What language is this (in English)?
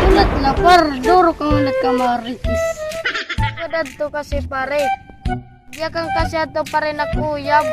Waray